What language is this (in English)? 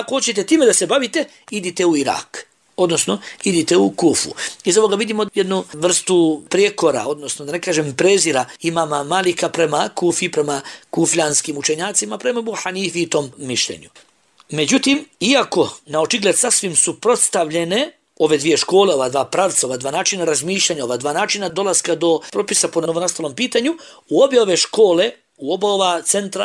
Bosnian